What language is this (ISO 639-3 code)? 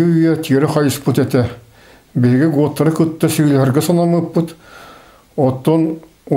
sah